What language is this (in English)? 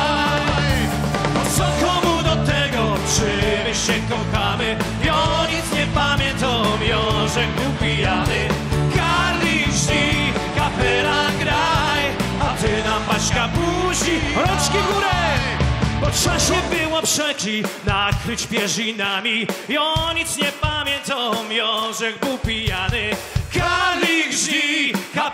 Silesian